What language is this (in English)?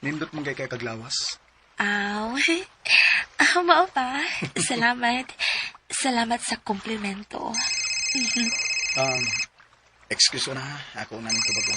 Cebuano